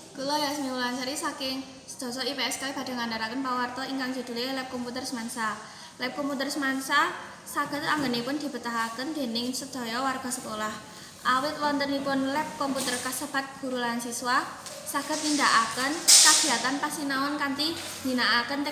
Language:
Javanese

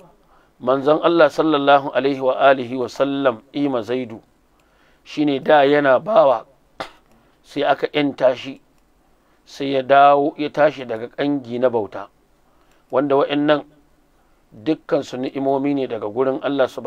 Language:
Hausa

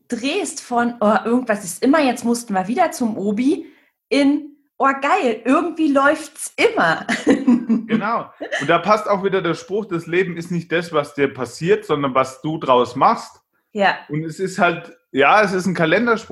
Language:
German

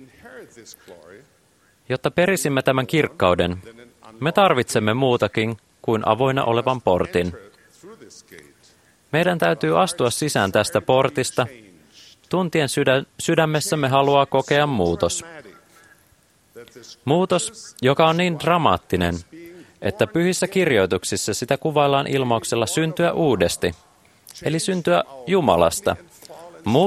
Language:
Finnish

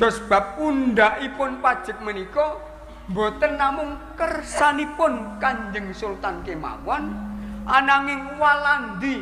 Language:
Javanese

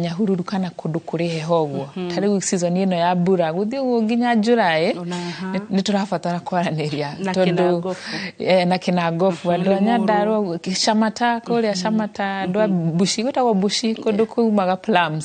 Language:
Kikuyu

